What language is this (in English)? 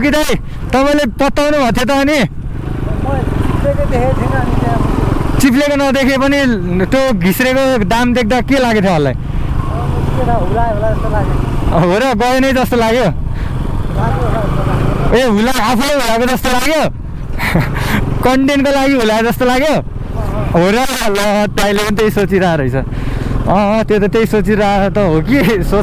Nepali